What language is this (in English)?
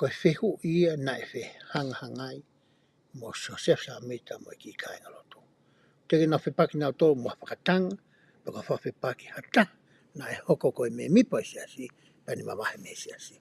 Tongan